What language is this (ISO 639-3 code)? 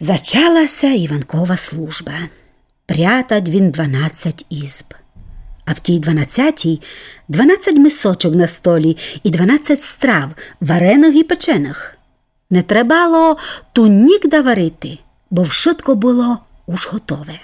rue